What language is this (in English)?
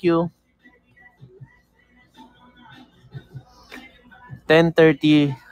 Filipino